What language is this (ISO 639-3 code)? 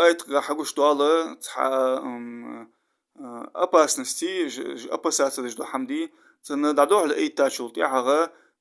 inh